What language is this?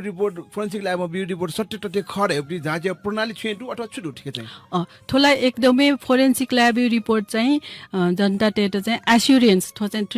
Newari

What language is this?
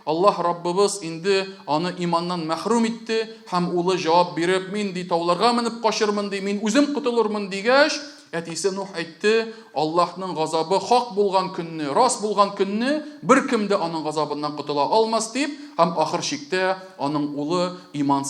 Tatar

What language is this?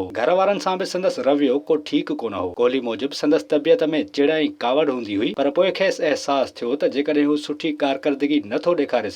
Sindhi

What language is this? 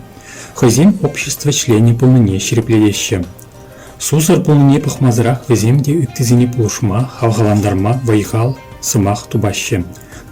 Chuvash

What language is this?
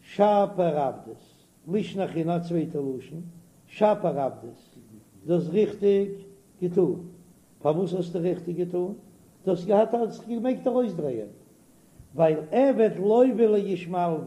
Yiddish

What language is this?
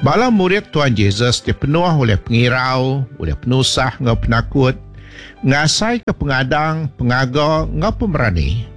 Iban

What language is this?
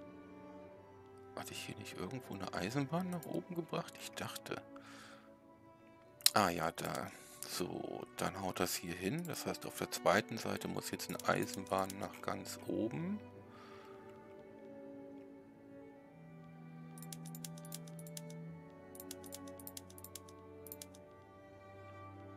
German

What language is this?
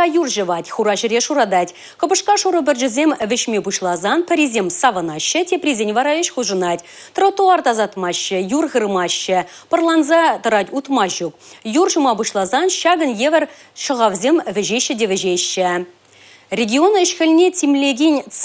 Chuvash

